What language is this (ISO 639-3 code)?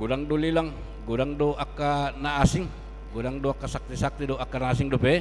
bbc